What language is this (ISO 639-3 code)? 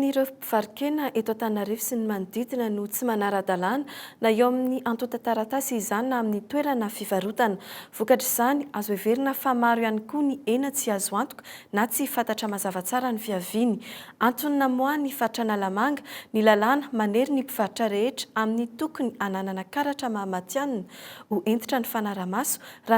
mlg